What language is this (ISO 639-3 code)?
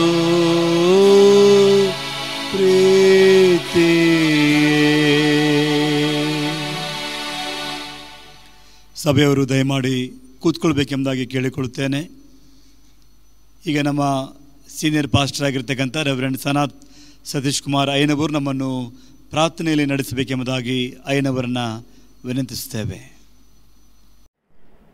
kan